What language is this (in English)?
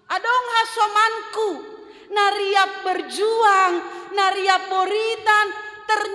Batak Simalungun